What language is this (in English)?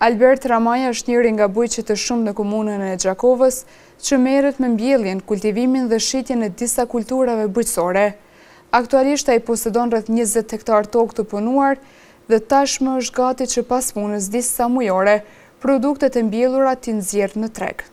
Albanian